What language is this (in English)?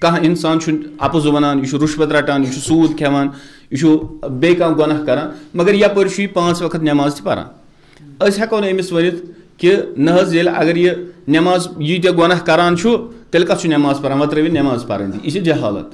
Kashmiri